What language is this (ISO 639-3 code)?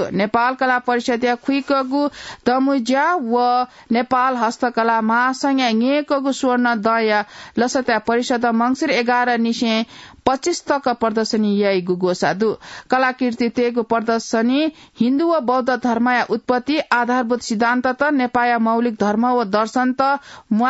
new